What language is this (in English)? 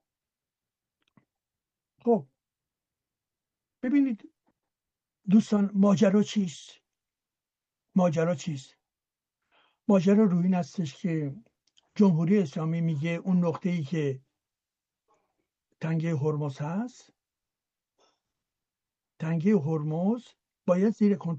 Persian